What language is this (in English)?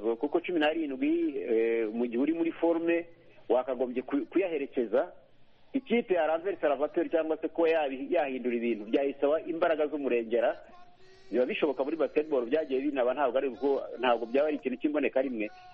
Kinyarwanda